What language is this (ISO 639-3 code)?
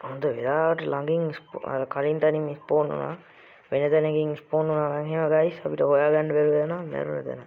sin